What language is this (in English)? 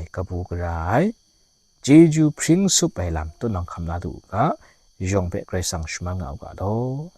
Kachin